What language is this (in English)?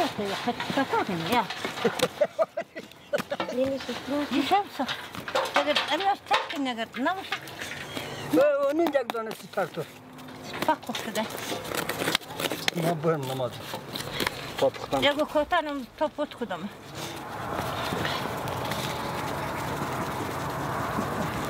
Persian